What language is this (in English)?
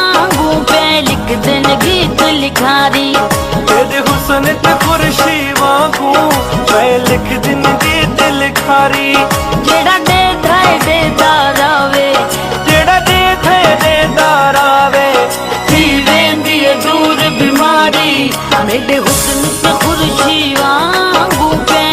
Pahari-Potwari